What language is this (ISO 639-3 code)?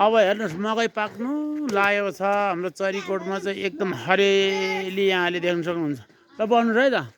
nep